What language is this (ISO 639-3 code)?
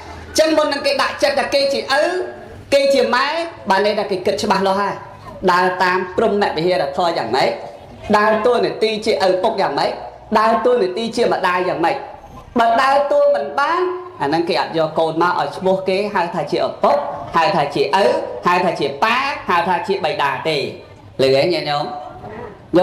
khm